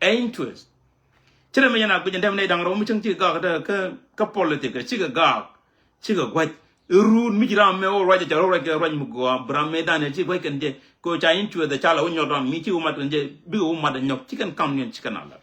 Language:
Nuer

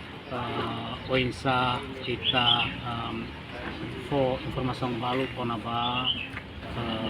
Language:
Tetum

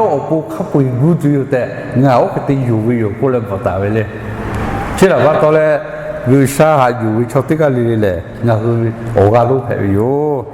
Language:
Lahu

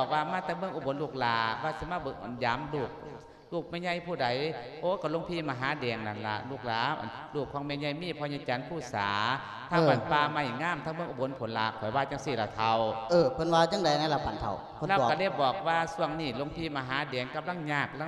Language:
Lao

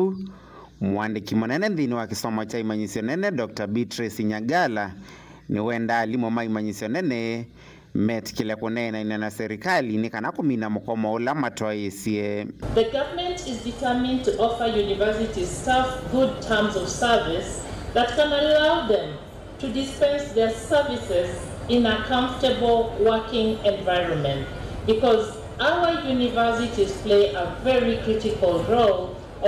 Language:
Kamba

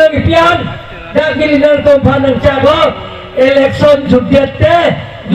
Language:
Karbi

